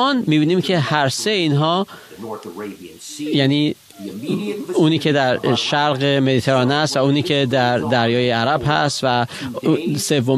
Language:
Persian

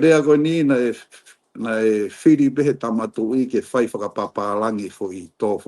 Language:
Tongan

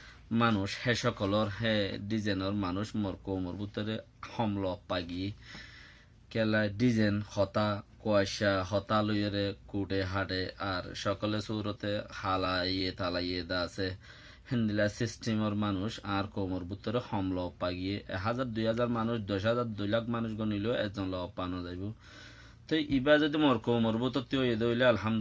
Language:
Rohingya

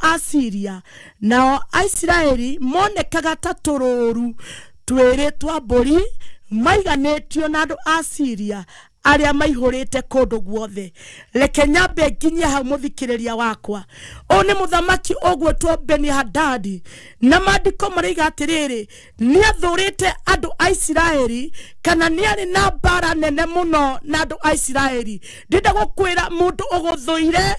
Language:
Kikuyu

